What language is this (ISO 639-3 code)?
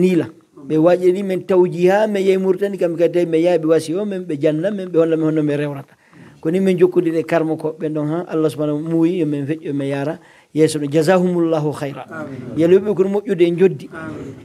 fuf